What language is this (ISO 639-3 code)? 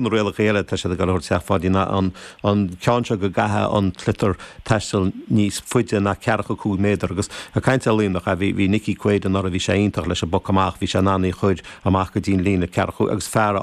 gle